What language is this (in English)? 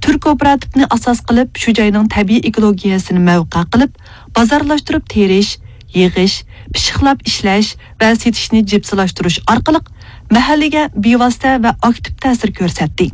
Uyghur